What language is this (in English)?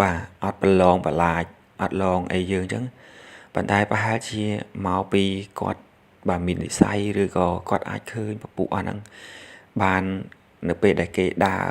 Khmer